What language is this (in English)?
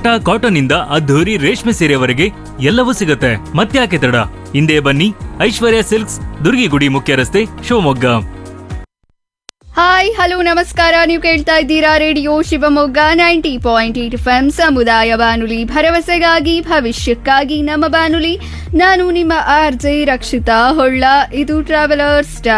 Kannada